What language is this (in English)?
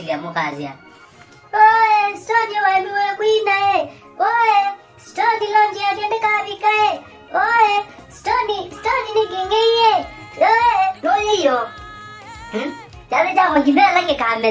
Kamba